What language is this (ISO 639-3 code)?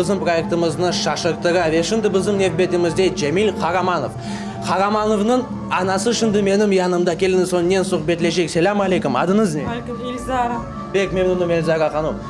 crh